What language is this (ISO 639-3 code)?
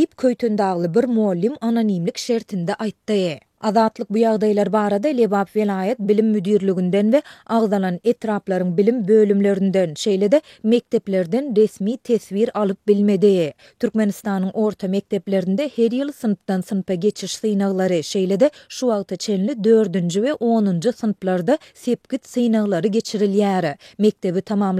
tuk